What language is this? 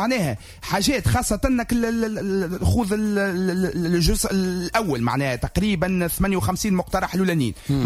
Tunisian Arabic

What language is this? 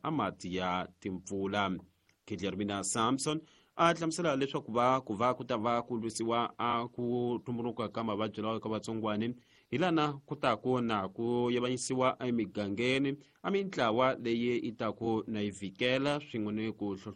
Tsonga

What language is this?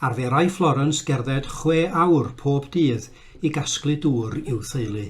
Welsh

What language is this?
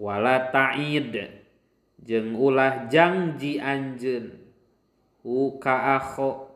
Sundanese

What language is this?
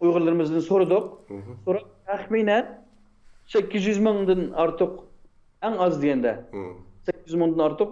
Uyghur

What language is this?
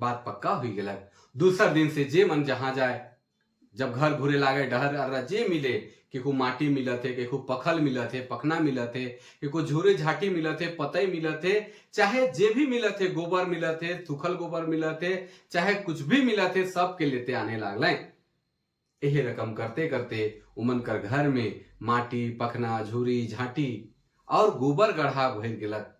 Sadri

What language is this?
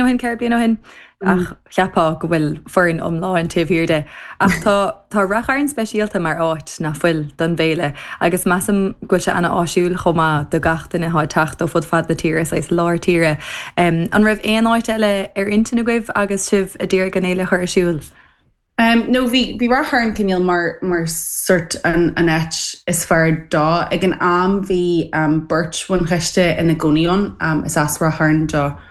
Irish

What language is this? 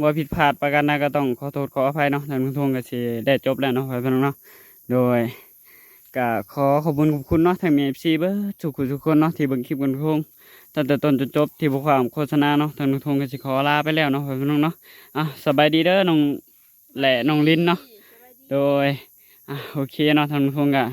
Northeastern Thai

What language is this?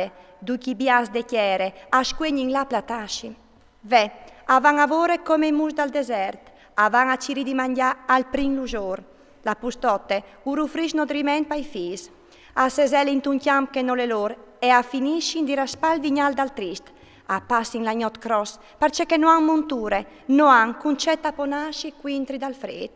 Friulian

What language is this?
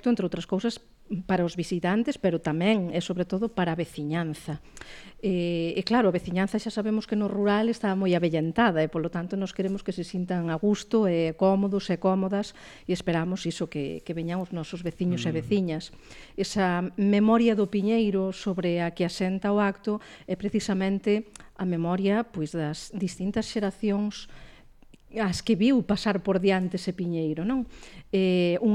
Galician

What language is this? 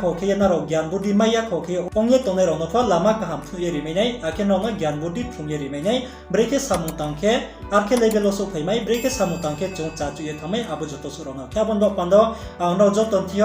Riang (India)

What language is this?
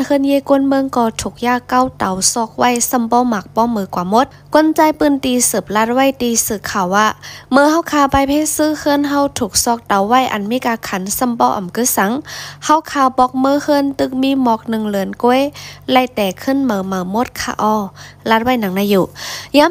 Shan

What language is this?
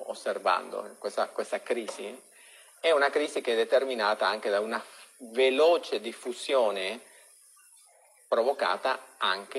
Italian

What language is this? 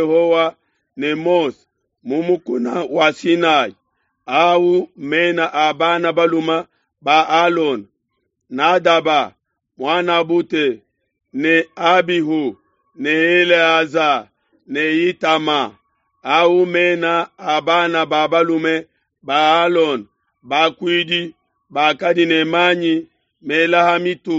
Luba-Lulua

